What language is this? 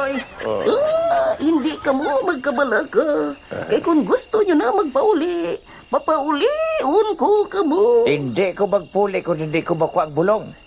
Hiligaynon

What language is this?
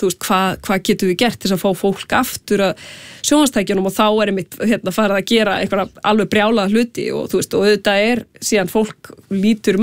Icelandic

